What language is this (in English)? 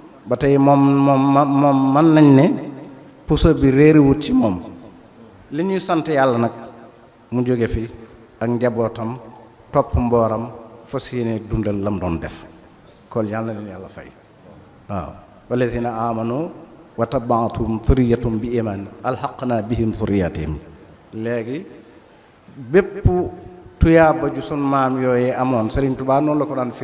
Wolof